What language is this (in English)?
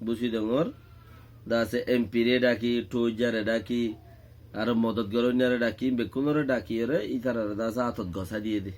Rohingya